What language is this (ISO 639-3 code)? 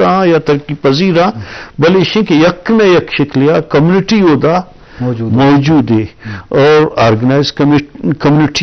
bgp